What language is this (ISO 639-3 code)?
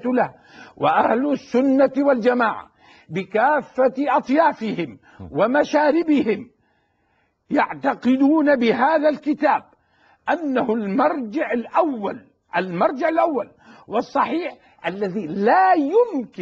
ara